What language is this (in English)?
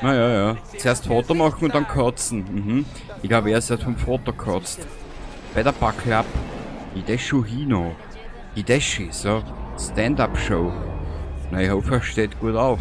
Bavarian